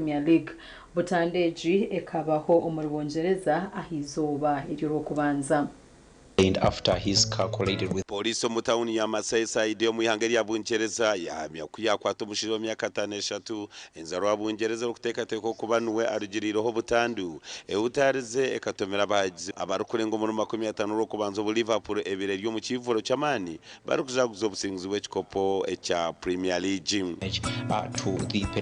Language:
Nyankole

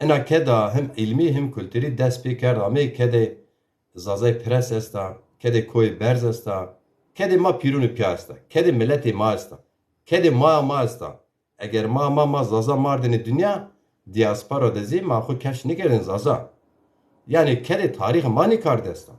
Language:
Zaza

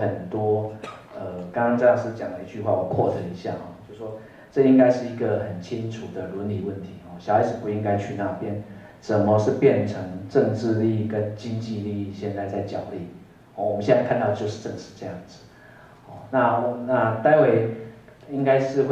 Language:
Chinese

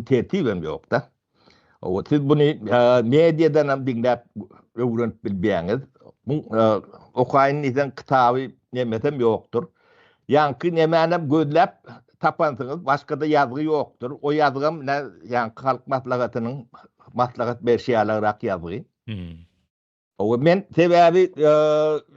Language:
Turkmen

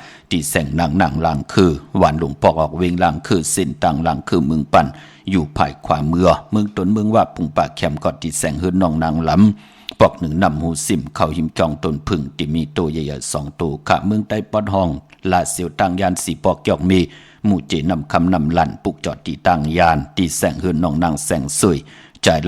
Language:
Shan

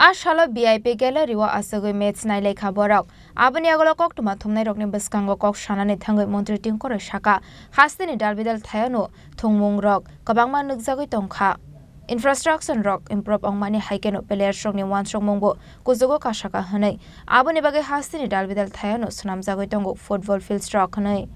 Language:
Kok Borok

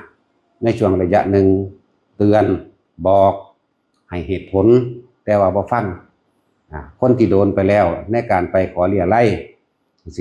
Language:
Lao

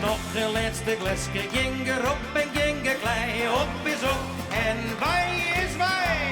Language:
Western Frisian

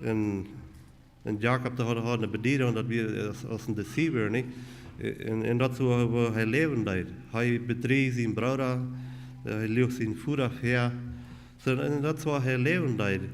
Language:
Plautdietsch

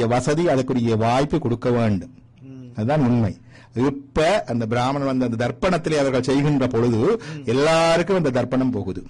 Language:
Tamil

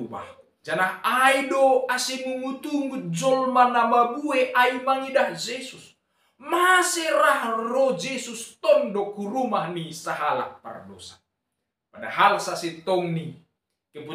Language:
Batak Simalungun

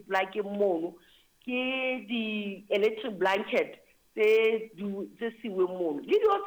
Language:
Southern Sotho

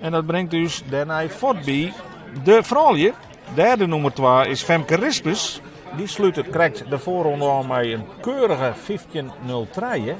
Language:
Western Frisian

